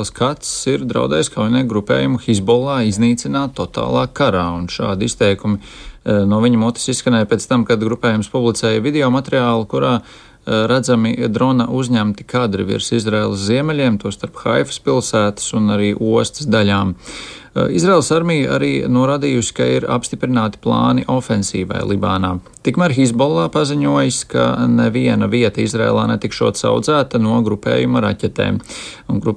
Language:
Latvian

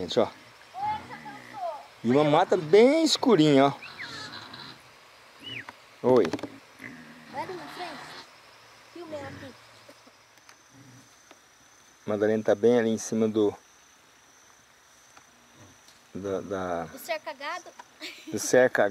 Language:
Portuguese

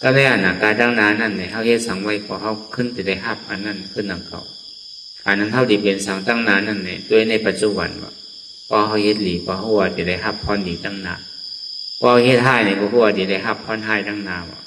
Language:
Shan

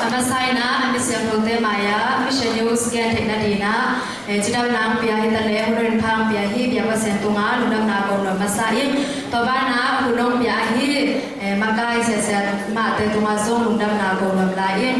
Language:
Tedim Chin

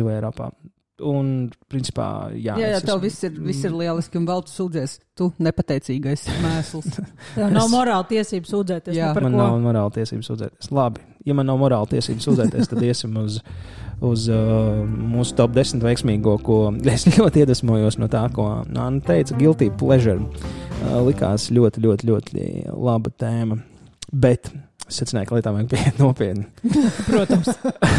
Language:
Latvian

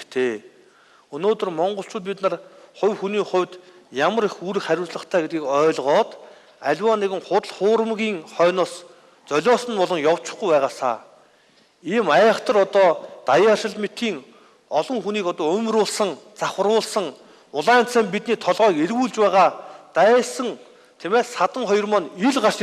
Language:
Mongolian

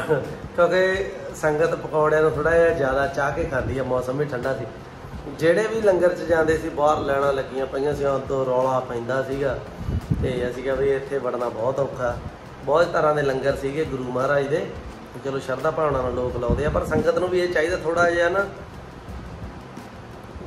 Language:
Punjabi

